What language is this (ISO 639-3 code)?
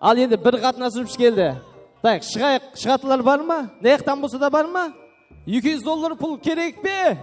kaa